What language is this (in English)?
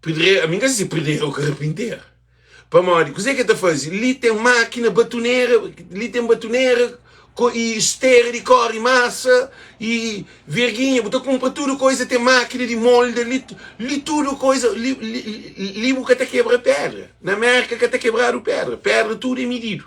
Kabuverdianu